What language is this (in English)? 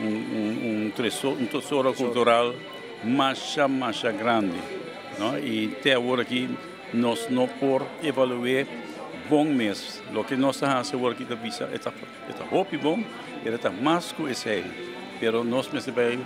Papiamento